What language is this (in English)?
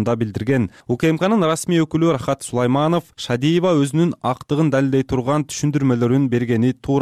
Kyrgyz